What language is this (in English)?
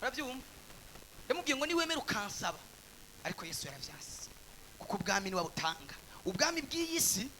Rundi